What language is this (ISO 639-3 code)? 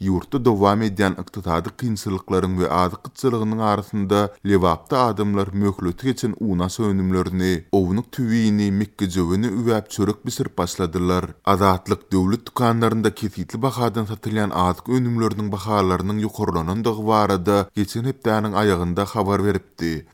tuk